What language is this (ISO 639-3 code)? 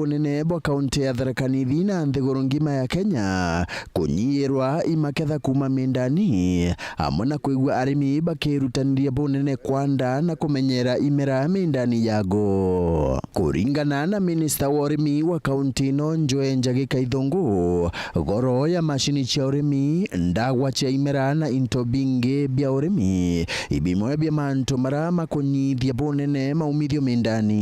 mer